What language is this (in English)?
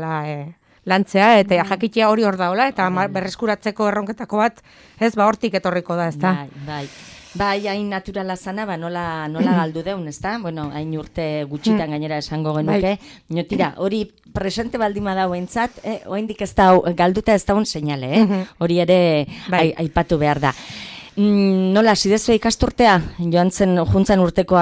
Basque